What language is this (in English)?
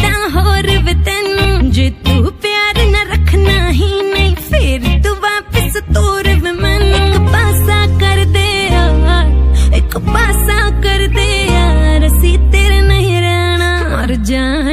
Punjabi